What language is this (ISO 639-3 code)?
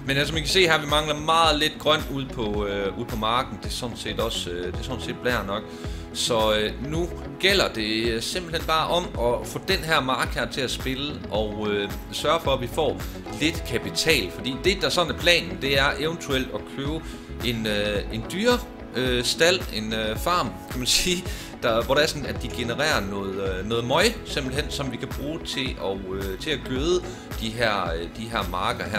dan